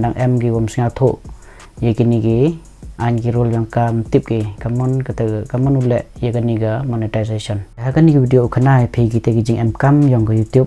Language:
Khasi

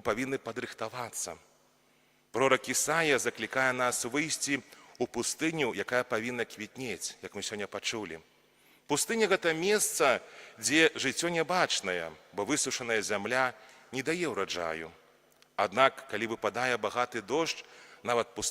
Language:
Belarusian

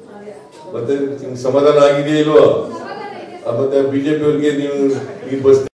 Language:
Kannada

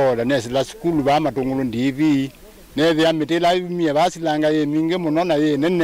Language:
Kamba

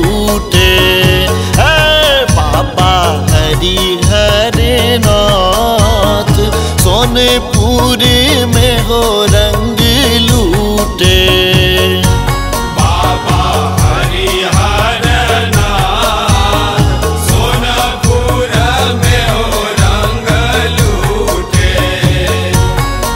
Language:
Maithili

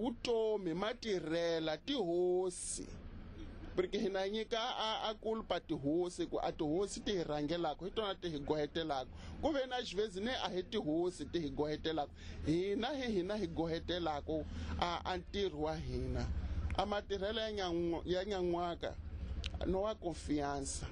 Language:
Tsonga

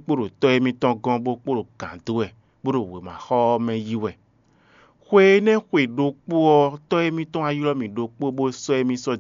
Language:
Fon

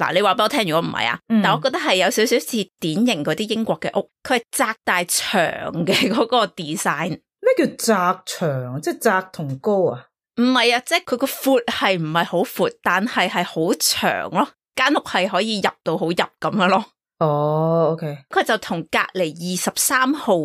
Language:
Cantonese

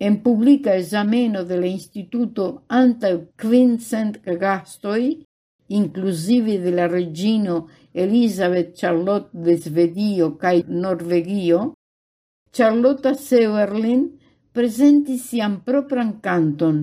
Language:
Esperanto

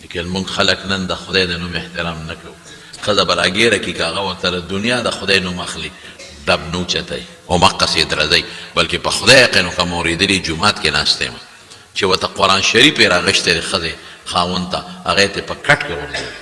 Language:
Pashto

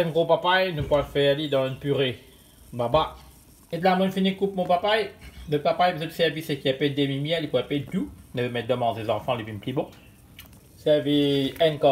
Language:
Morisyen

